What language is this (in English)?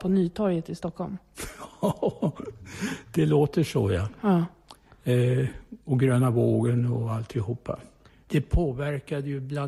Swedish